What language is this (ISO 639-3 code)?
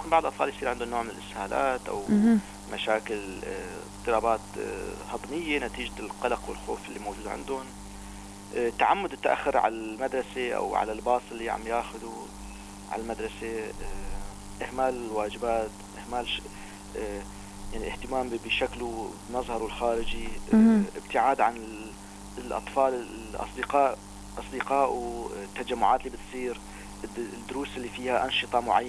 apc